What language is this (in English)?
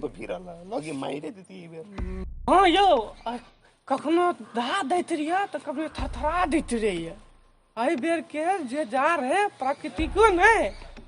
Maithili